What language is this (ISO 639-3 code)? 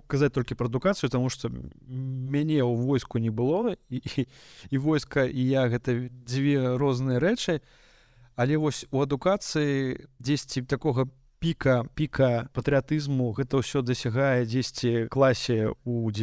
bel